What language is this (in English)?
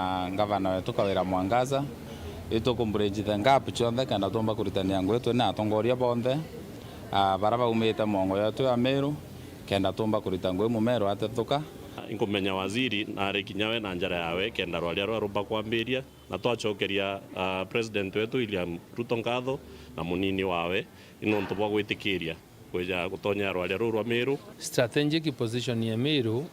Meru